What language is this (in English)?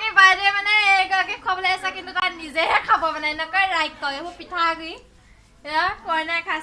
Assamese